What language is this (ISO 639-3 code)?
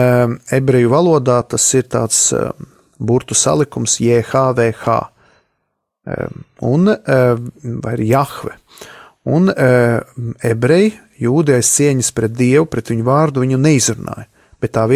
lav